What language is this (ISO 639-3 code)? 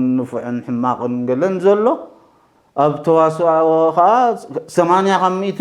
tir